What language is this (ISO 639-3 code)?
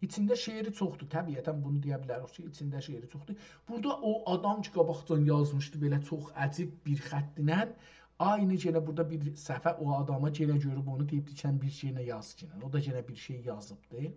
azb